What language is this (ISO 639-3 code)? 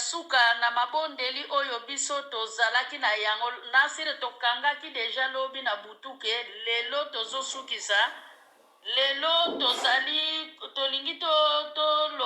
lin